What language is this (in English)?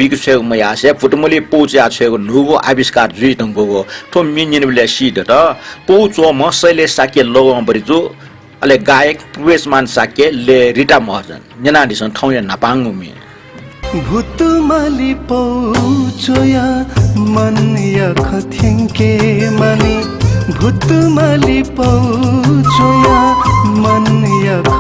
Newari